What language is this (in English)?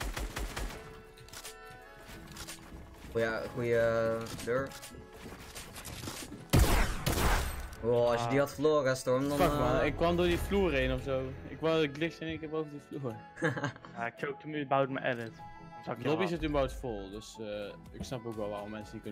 Dutch